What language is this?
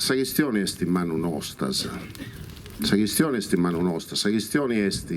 Sardinian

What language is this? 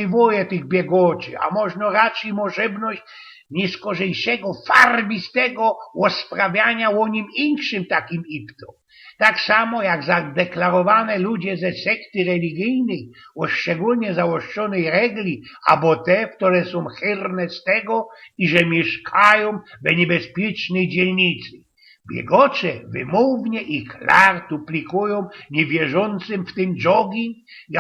Silesian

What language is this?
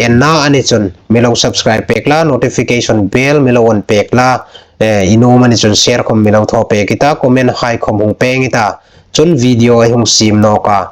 Hmar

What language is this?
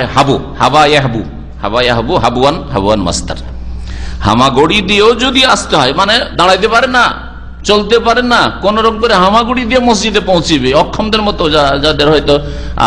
Bangla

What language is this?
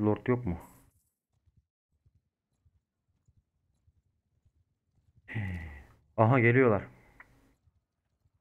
Turkish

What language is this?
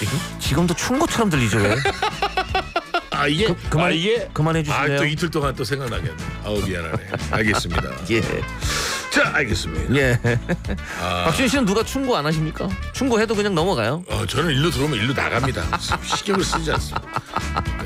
Korean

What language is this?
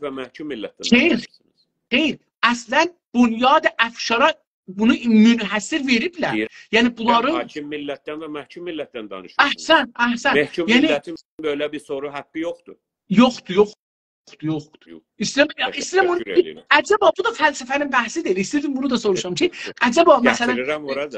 South Azerbaijani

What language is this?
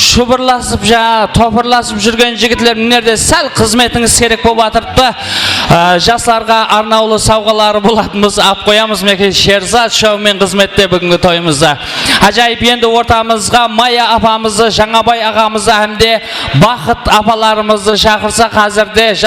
Kara-Kalpak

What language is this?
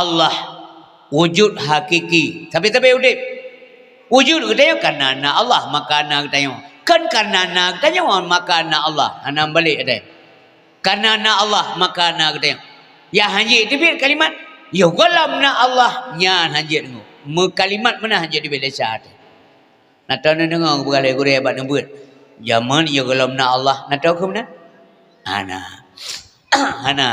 Achinese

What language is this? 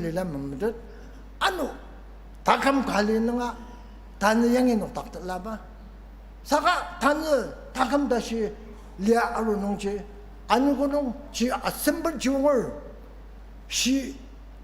Ao Naga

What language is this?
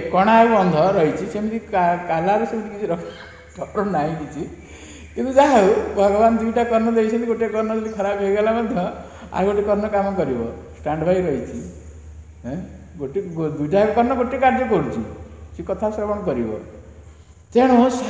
Odia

